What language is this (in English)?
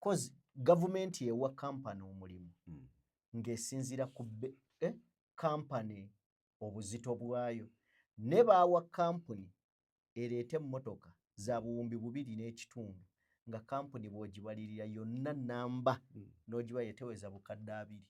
Ganda